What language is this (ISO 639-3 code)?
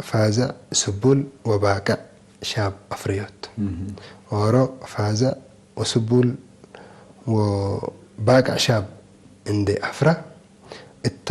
tig